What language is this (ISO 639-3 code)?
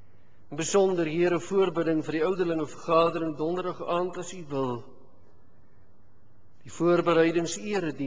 afr